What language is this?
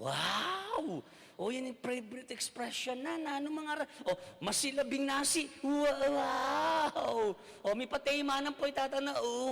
Pampanga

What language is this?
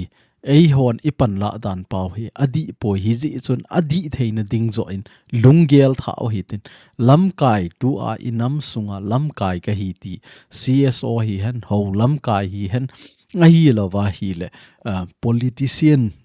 Thado Chin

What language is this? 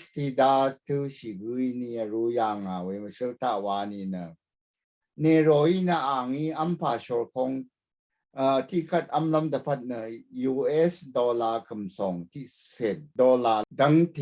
Rawang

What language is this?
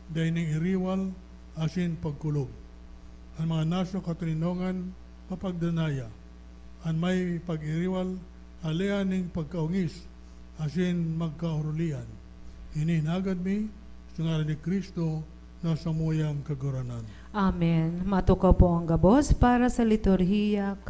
Bikol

